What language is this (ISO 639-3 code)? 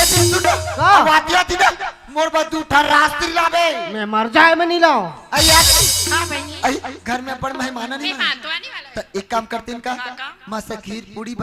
hne